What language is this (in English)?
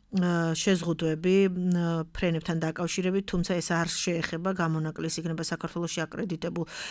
Georgian